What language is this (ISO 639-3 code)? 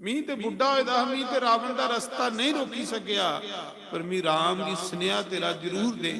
doi